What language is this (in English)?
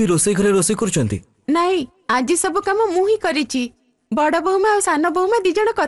Odia